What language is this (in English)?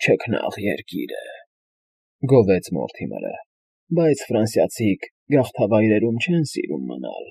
Armenian